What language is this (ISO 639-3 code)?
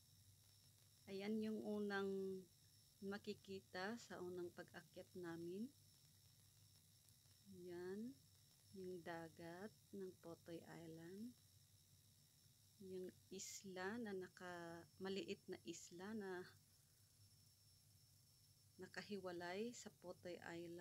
fil